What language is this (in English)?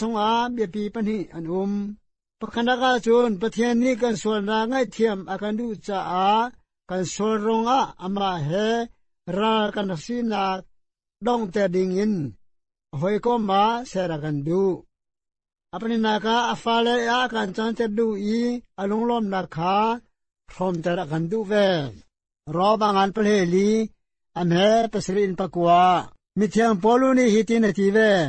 Hakha Chin